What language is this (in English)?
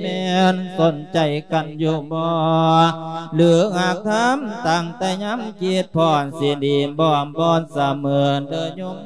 Lao